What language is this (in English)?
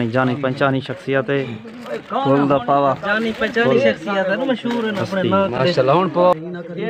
Saraiki